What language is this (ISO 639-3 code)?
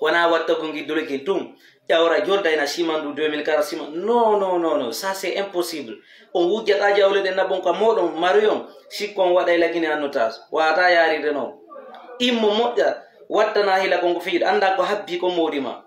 ful